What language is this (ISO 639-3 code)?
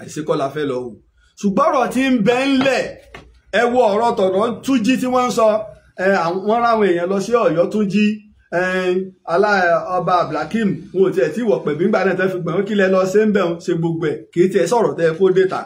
yor